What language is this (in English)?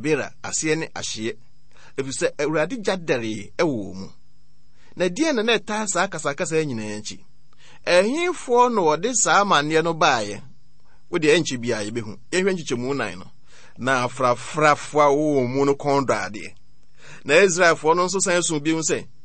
Akan